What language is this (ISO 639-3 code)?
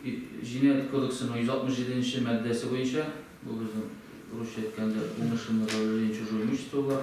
tat